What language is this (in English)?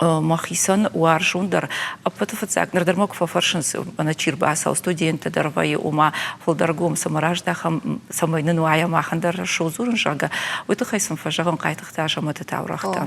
Ossetic